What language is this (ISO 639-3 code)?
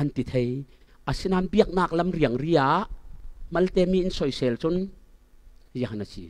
cfm